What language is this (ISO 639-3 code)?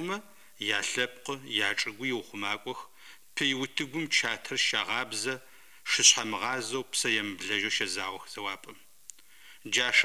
ady